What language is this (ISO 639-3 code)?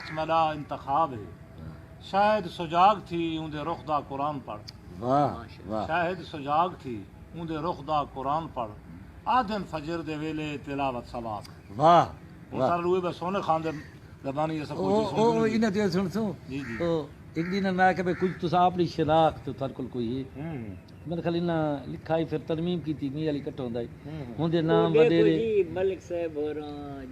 skr